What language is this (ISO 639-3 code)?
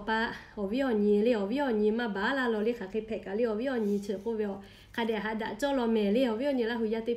lhu